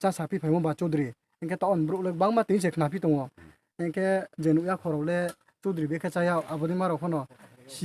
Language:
Riang (India)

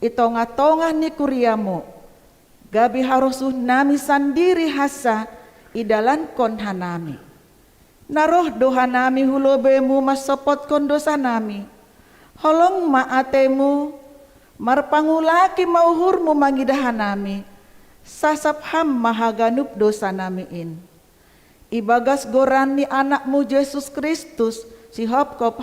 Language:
Batak Simalungun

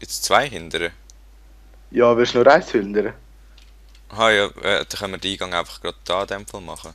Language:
Swiss German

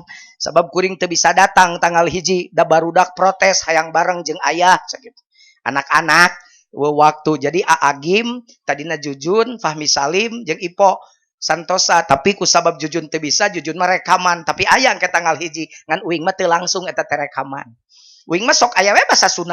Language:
Sundanese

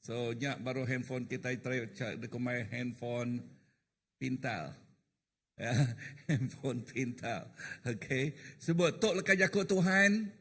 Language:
Iban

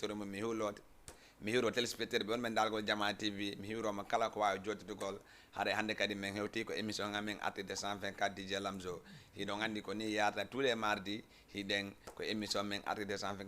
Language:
Fula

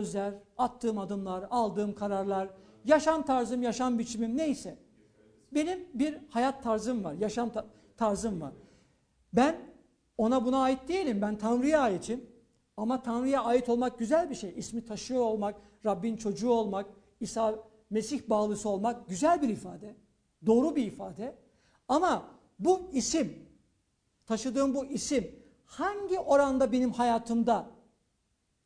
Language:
Turkish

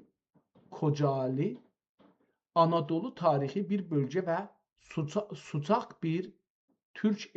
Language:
South Azerbaijani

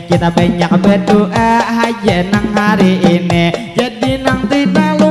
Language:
Banjar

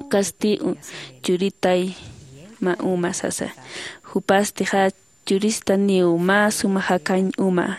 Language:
Aymara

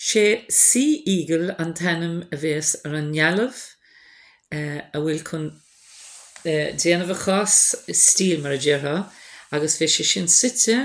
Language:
Irish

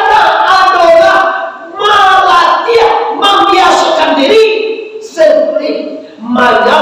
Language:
Minangkabau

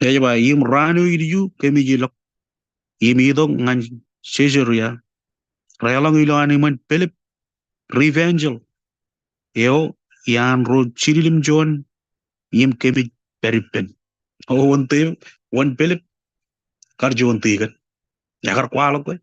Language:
Marshallese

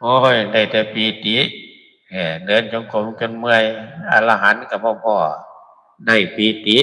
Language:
Northeastern Thai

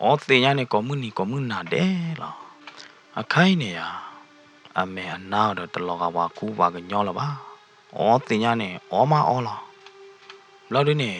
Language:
S'gaw Karen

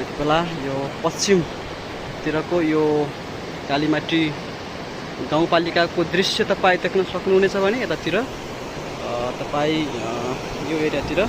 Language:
Nepali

